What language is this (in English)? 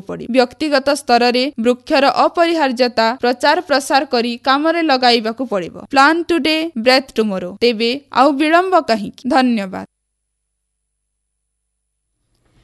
Odia